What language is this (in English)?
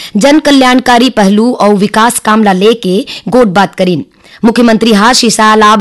Chhattisgarhi